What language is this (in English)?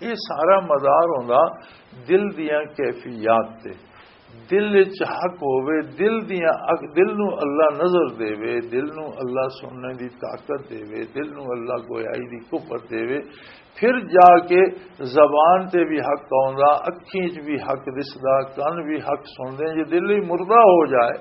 Western Panjabi